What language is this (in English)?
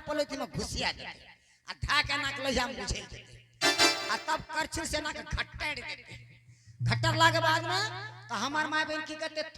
Angika